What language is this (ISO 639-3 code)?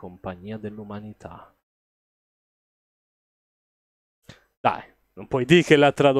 ita